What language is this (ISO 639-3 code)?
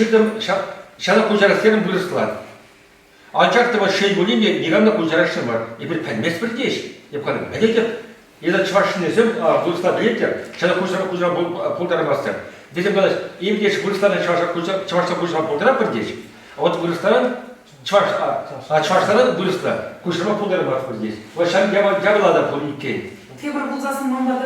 chv